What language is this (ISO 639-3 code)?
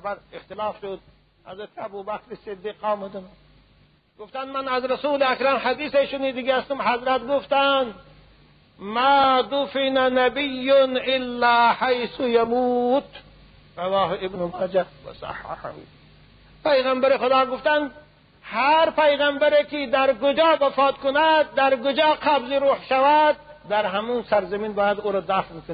tgk